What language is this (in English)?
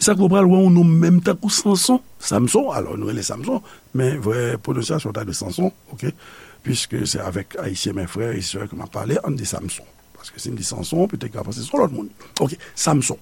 Haitian Creole